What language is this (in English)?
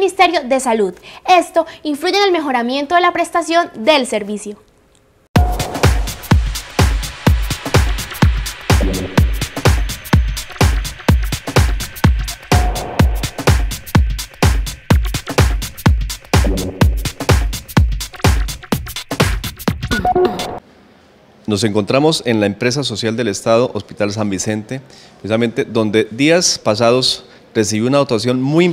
Spanish